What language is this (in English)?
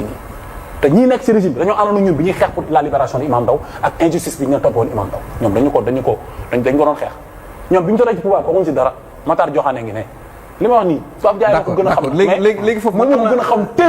Wolof